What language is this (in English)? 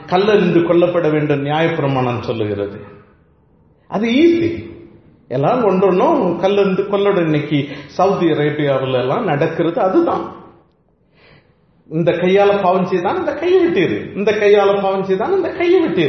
Tamil